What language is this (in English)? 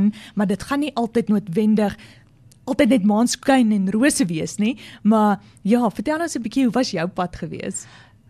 Afrikaans